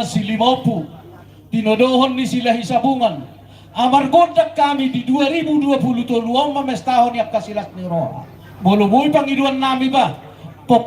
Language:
Batak Toba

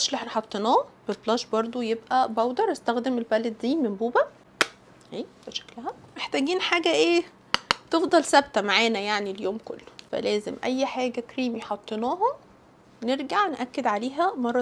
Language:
Egyptian Arabic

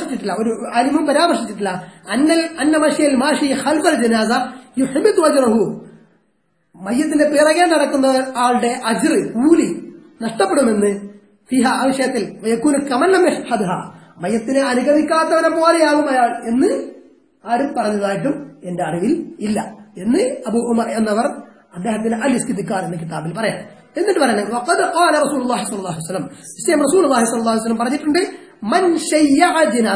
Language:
Malayalam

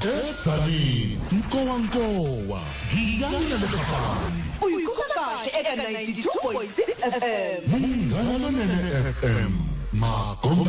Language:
Tsonga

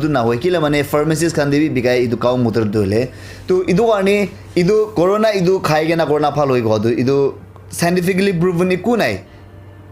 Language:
Naga Pidgin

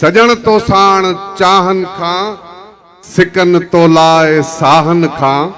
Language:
Sindhi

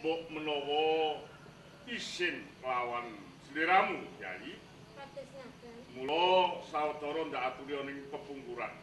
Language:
Javanese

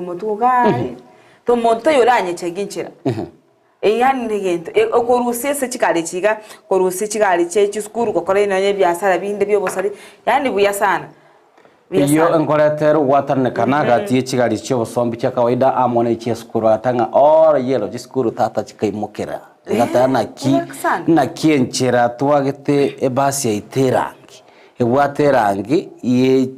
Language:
Gusii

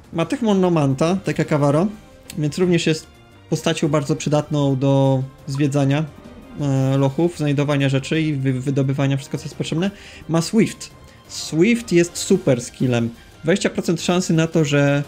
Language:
Polish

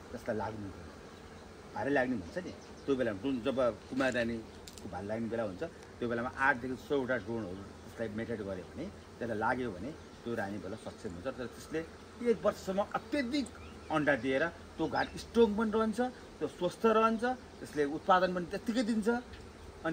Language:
Nepali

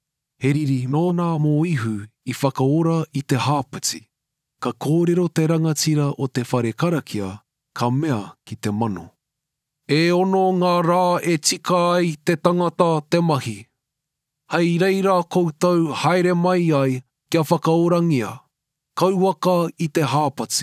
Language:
Māori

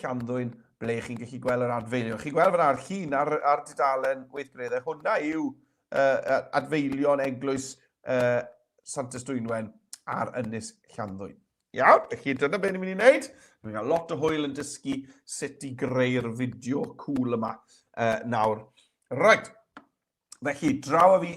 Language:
Welsh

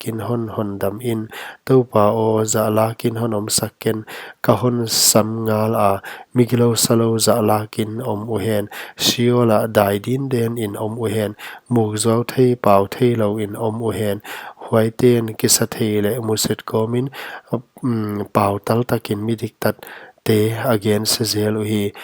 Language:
Paite Chin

